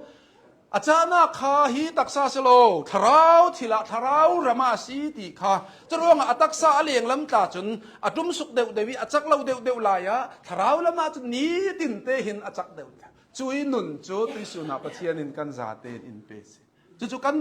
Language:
Hakha Chin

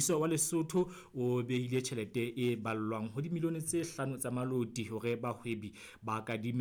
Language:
Southern Sotho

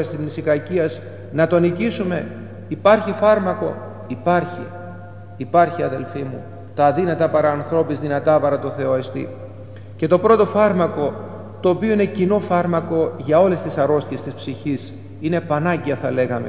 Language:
Greek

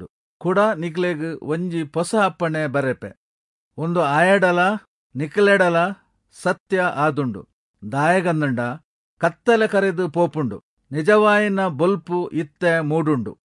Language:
Tulu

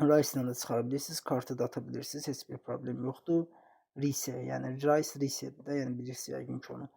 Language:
Azerbaijani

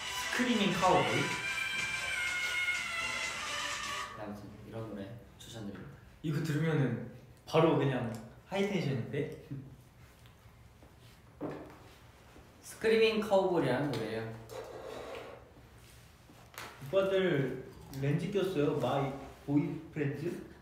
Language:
Korean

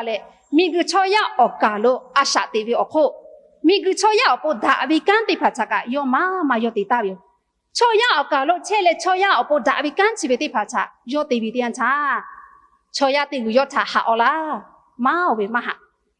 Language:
Lahu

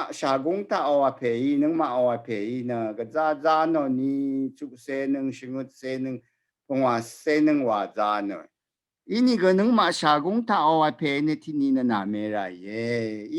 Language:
Rawang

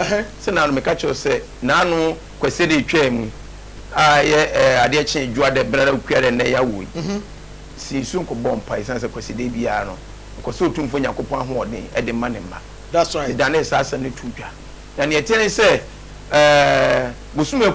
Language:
Akan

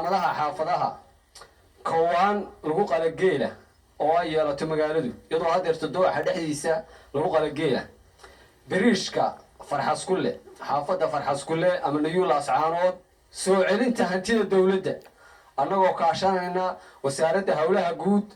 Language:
Somali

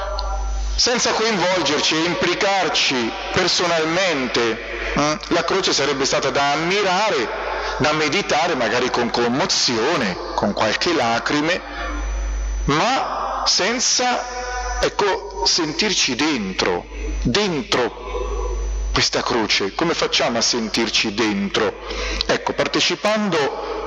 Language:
Italian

